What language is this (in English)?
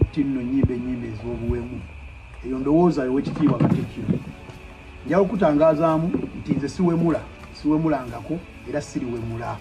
Ganda